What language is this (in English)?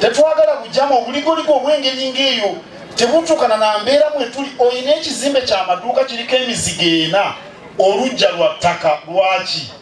Ganda